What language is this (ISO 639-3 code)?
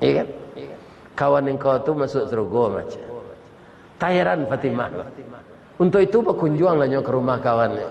min